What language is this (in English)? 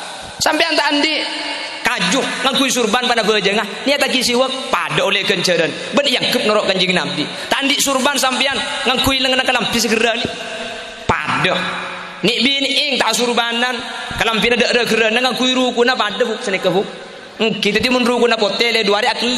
Madurese